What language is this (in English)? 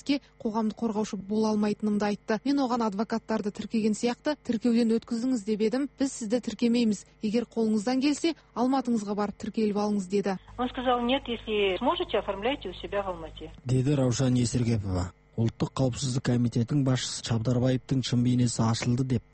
Kazakh